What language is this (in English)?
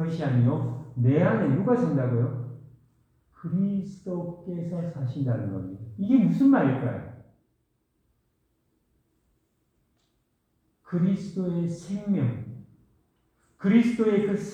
Korean